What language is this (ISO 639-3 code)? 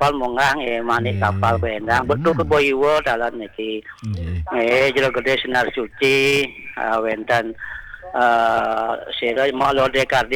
ban